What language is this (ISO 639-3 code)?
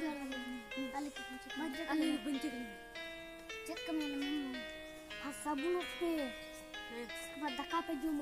sat